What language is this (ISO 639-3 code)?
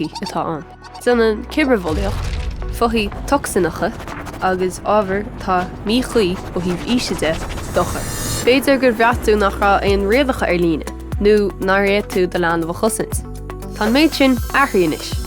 gle